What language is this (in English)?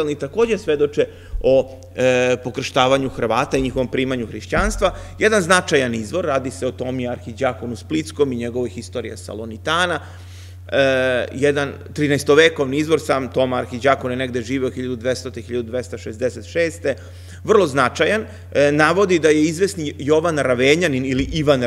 Serbian